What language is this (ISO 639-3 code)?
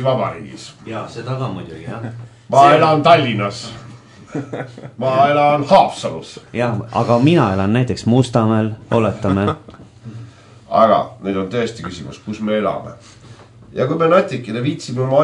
est